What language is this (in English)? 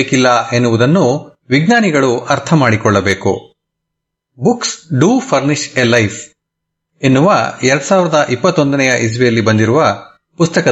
Kannada